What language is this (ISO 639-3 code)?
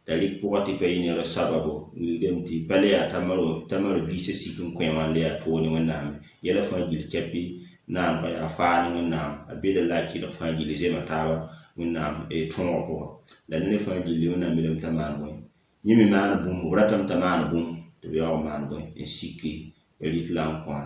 mos